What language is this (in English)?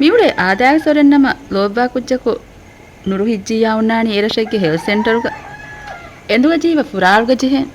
Divehi